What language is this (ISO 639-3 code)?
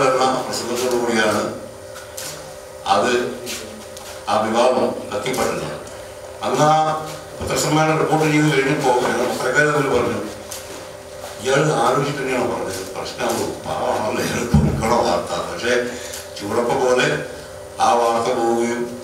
mal